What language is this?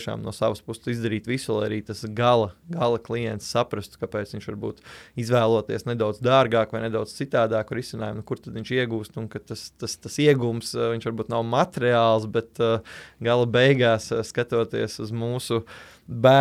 Latvian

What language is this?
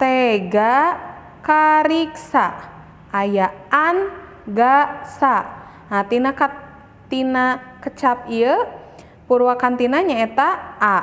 Sundanese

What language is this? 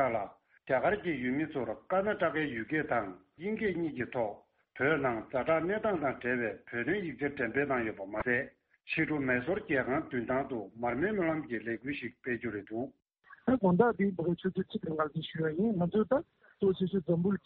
Tibetan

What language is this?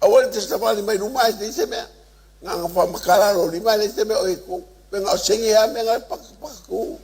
Samoan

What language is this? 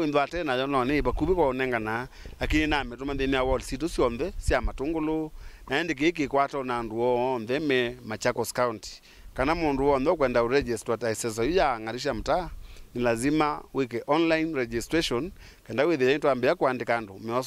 Kamba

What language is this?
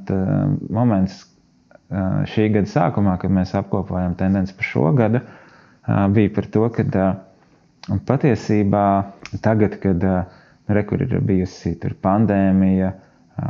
Latvian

